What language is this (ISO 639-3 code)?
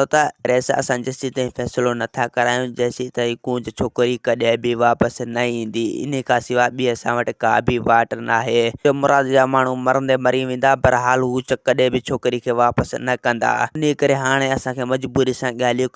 snd